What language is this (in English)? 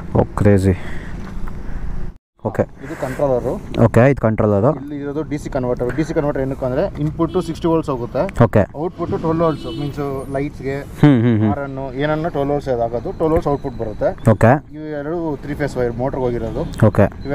Kannada